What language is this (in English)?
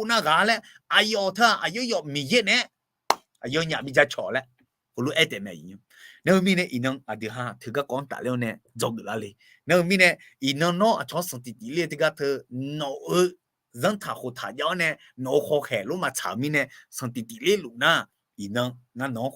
Akha